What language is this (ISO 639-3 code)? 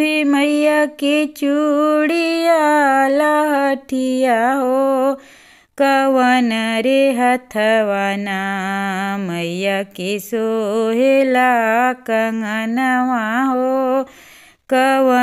bho